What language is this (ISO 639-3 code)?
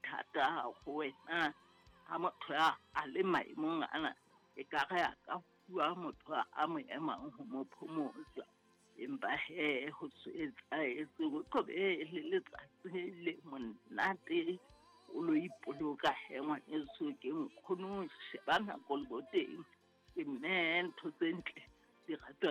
sot